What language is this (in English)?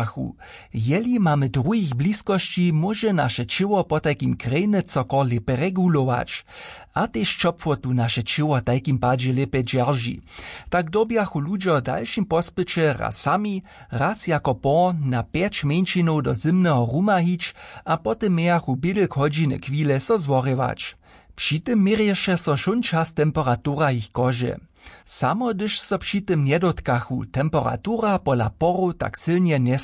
Upper Sorbian